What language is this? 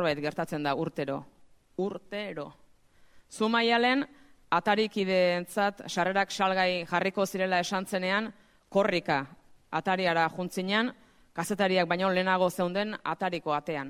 Basque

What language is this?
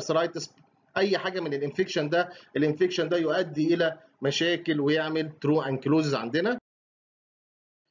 Egyptian Arabic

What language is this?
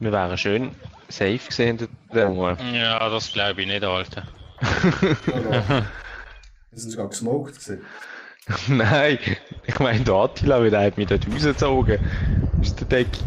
Swiss German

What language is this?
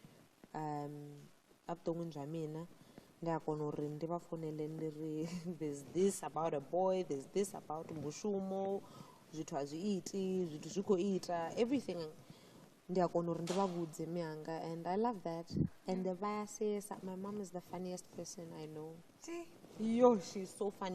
Venda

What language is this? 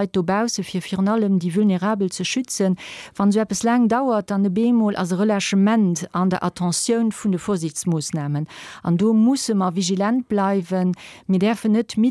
Luxembourgish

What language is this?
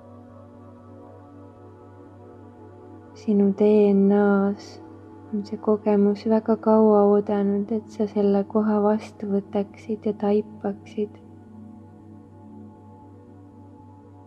Estonian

